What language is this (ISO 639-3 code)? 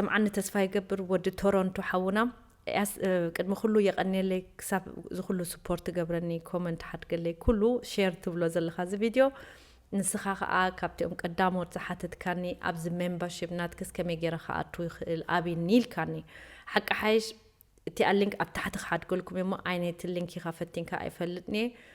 tir